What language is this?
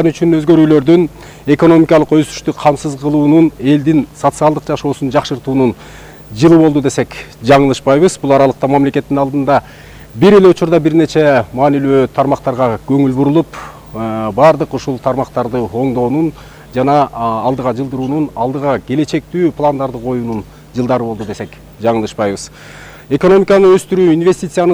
Kyrgyz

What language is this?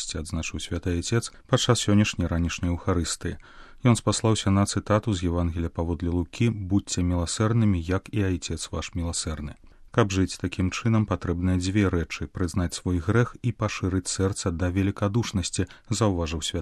Belarusian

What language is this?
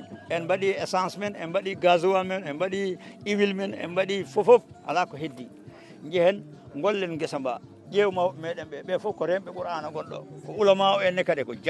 Fula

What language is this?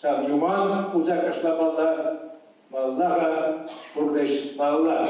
Chuvash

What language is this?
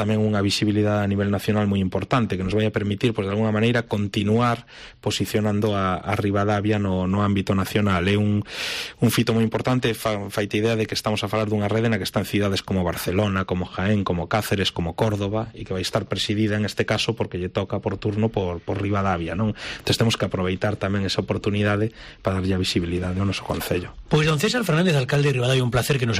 Galician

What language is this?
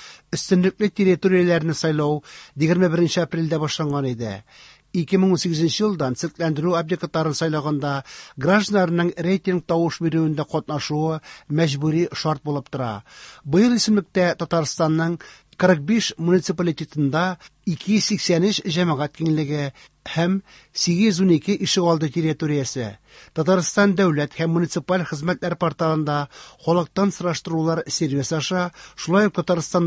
Tatar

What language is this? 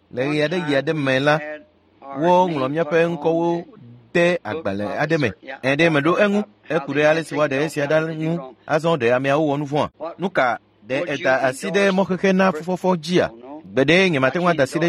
Ewe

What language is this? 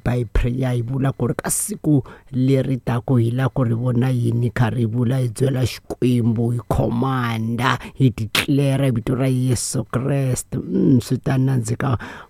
Tsonga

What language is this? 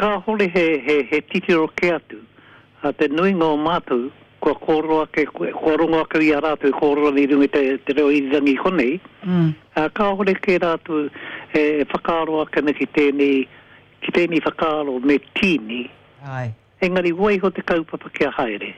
Māori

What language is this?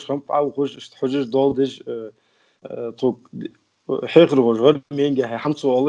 Ingush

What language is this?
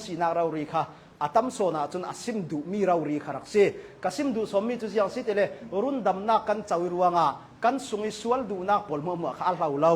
Hakha Chin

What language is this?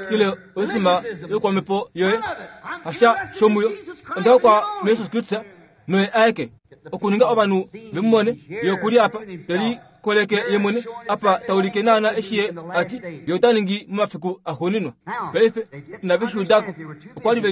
Kuanyama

